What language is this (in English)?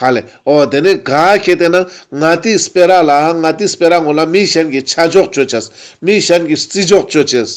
Ladakhi